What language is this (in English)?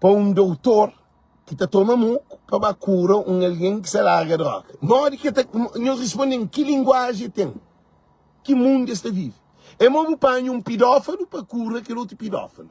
Kabuverdianu